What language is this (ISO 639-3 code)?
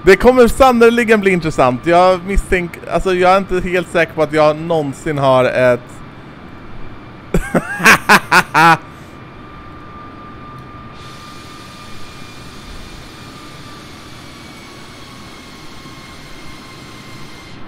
swe